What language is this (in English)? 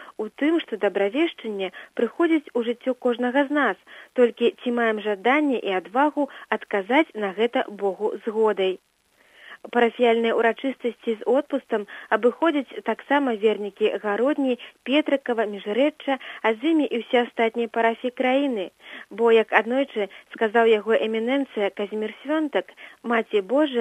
Belarusian